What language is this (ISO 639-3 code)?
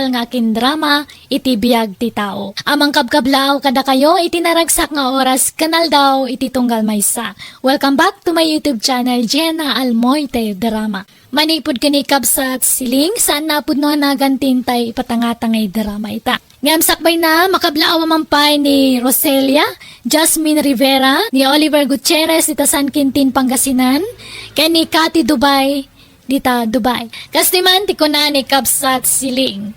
ilo